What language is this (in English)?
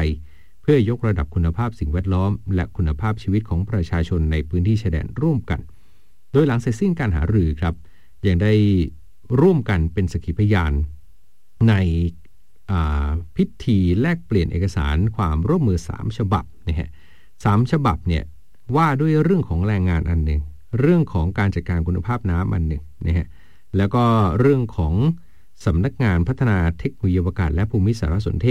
Thai